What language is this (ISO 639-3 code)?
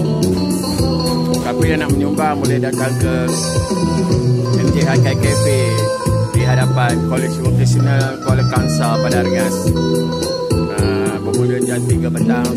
msa